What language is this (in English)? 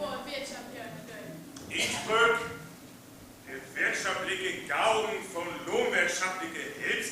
Northern Frisian